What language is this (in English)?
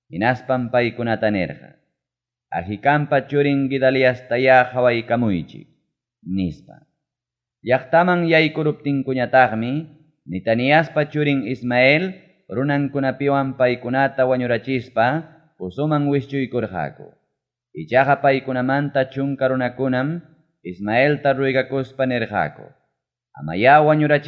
Ayacucho Quechua